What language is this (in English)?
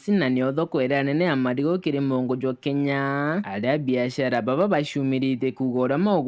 Meru